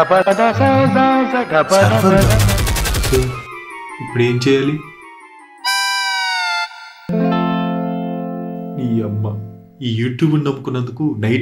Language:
Telugu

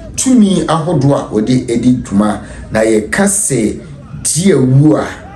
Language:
Akan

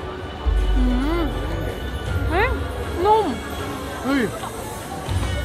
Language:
Thai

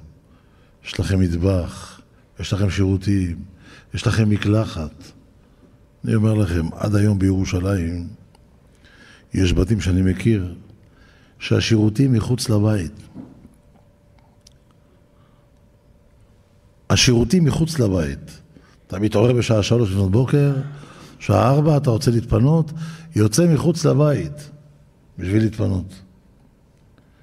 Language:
Hebrew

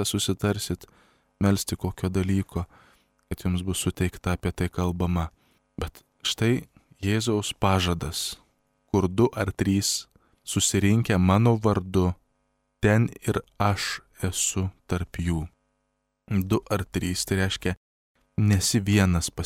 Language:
Lithuanian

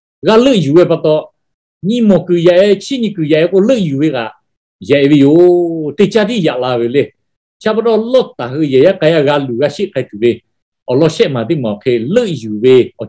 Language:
Lahu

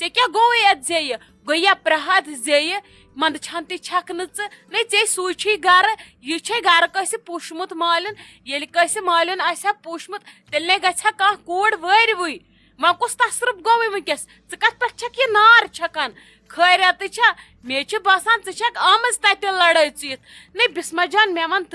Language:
Kashmiri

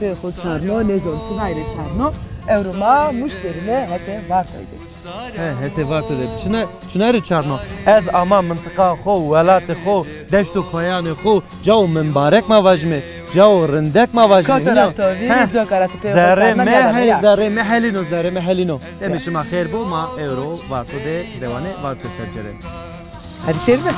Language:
Zaza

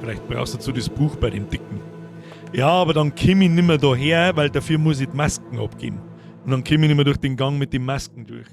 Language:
Bavarian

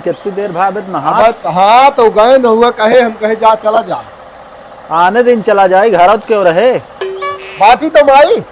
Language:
Awadhi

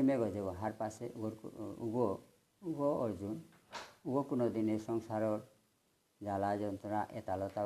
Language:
Bishnupriya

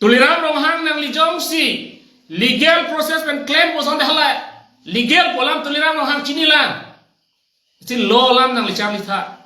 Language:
Karbi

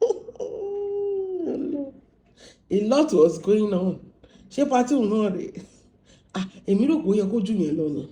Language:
Yoruba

